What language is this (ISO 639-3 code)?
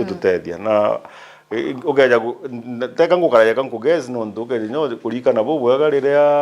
mer